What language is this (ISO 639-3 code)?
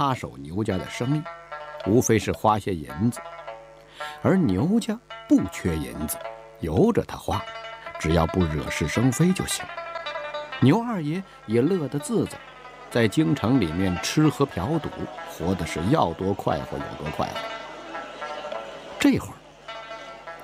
zho